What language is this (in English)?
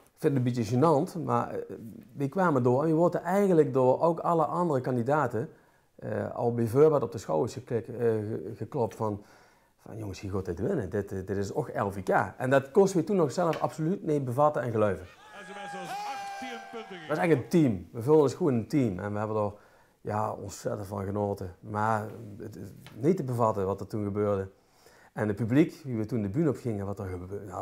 Limburgish